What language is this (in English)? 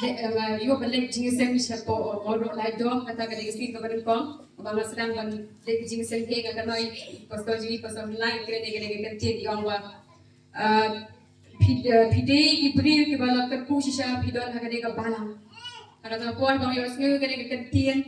Khasi